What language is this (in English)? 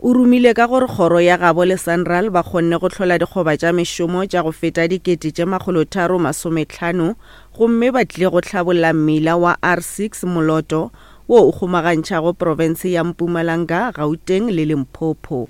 Northern Sotho